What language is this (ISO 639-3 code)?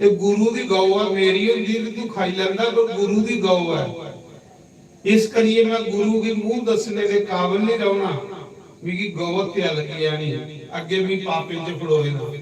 doi